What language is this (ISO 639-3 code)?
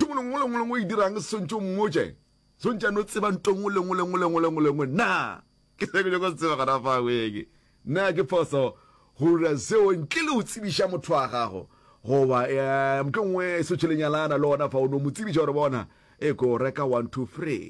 nso